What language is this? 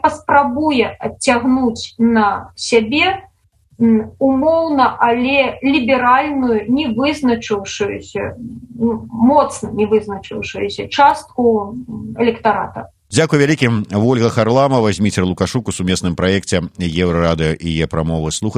Belarusian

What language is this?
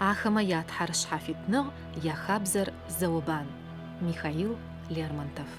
Adyghe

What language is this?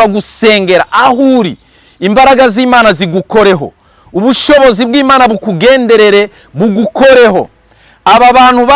Rundi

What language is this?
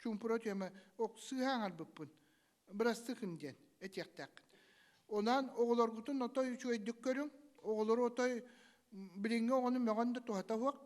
Yakut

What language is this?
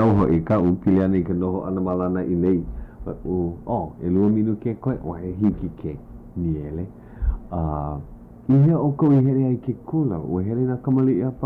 Hawaiian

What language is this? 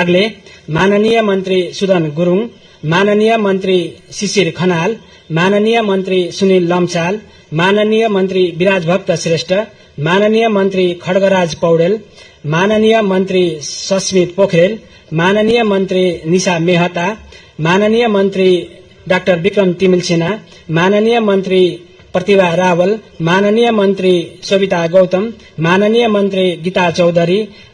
Nepali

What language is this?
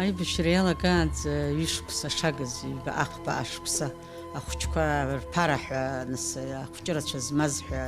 Abkhazian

